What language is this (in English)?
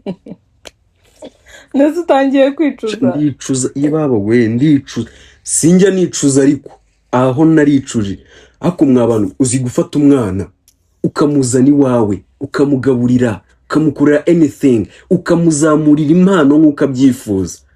Kinyarwanda